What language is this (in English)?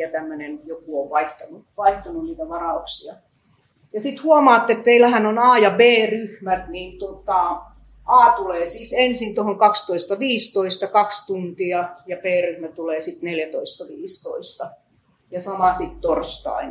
Finnish